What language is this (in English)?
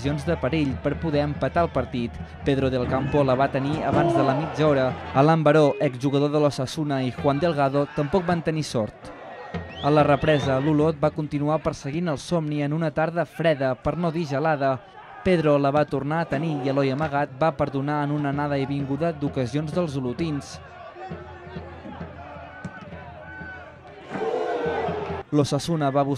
Catalan